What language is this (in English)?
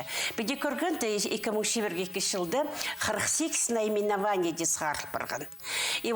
Khakas